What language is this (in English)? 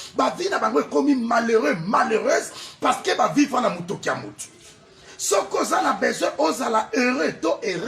Lingala